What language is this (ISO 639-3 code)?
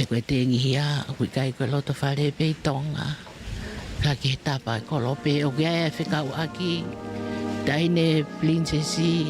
ton